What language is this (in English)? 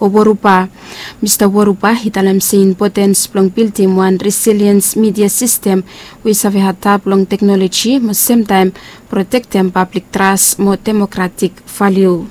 Bislama